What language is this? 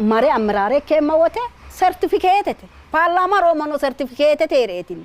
Sidamo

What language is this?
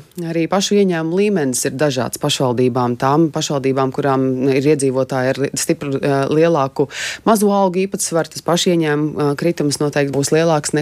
Latvian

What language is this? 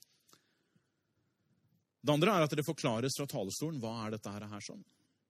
Norwegian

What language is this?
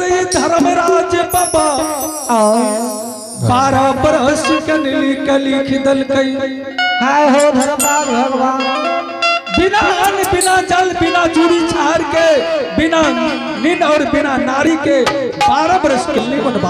Angika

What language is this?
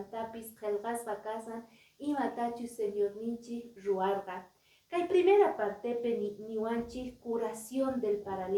Quechua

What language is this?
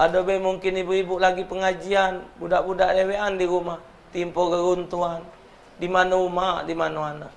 Musi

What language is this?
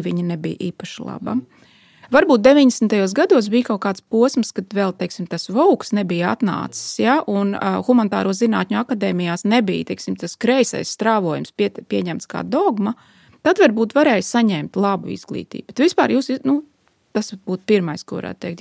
Latvian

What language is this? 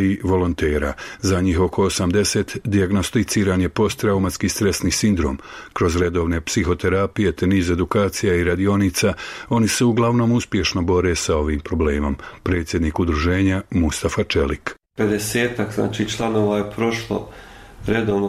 Bosnian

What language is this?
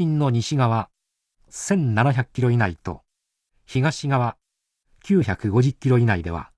Japanese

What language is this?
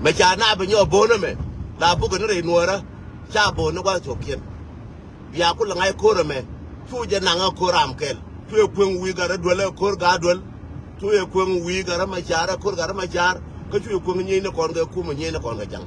Nuer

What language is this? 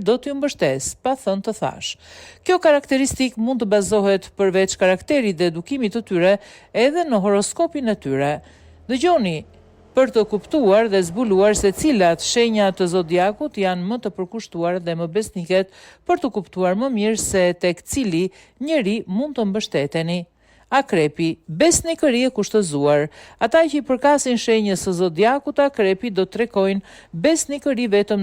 Albanian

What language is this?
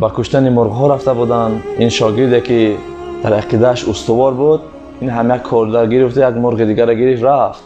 Tajik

